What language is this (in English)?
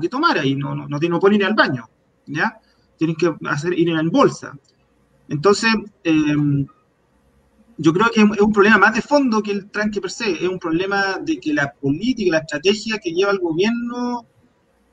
Spanish